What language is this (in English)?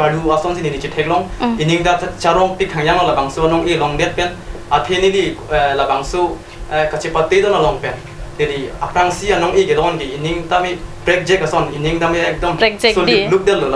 Karbi